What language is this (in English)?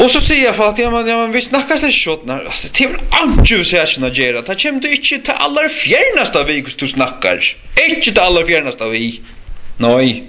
Faroese